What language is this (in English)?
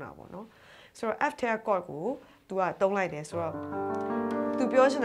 Burmese